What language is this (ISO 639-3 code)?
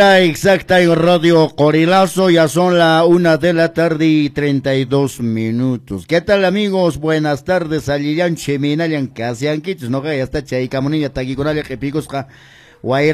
que